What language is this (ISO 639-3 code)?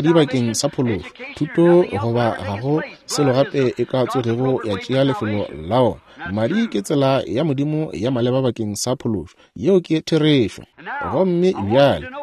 nso